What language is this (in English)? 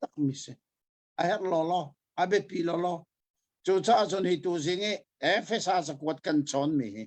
Hakha Chin